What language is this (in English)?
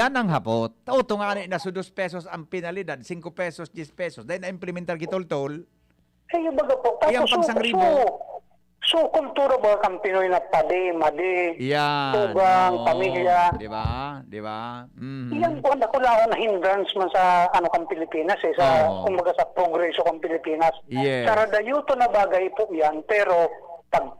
Bikol